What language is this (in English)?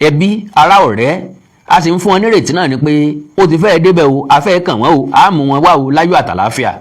Yoruba